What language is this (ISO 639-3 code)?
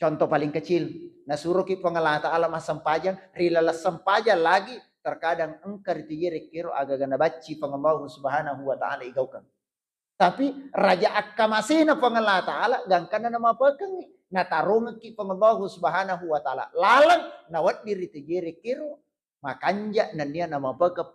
bug